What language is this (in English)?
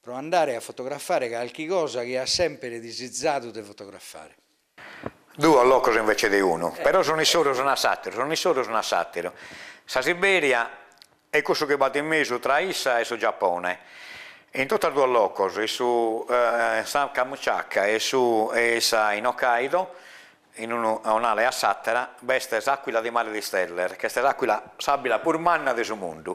Sardinian